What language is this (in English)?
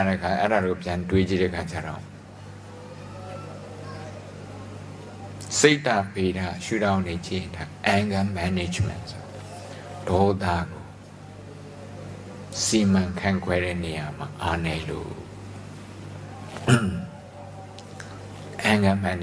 Burmese